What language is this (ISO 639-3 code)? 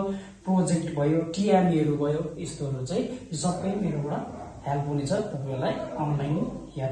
nep